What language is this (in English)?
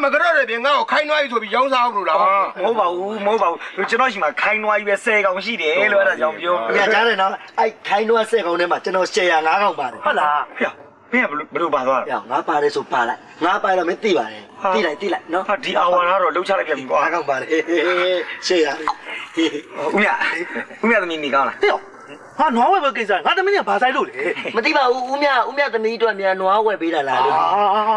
Burmese